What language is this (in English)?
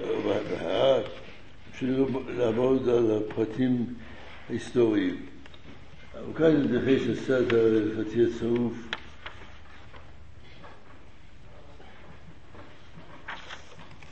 Hebrew